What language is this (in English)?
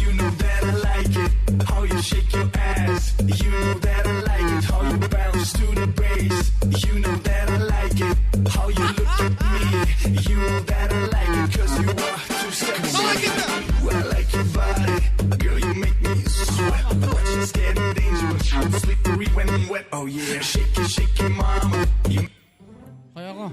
Kara-Kalpak